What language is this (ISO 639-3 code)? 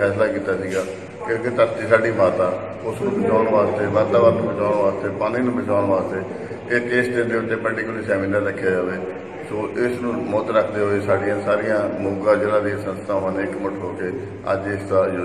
pan